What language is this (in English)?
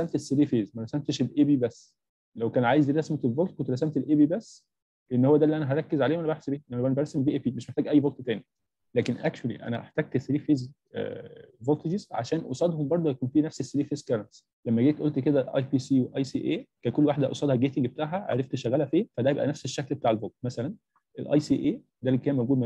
Egyptian Arabic